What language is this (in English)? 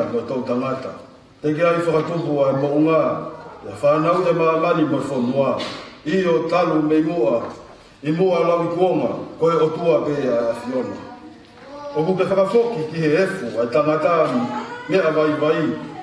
Tongan